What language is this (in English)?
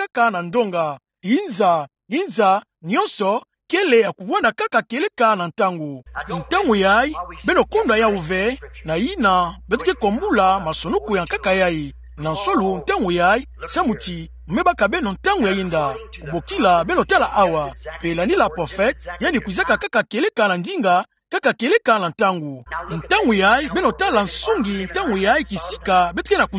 Kituba (Democratic Republic of Congo)